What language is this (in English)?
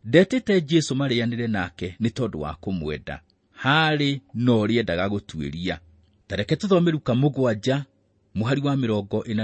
Kikuyu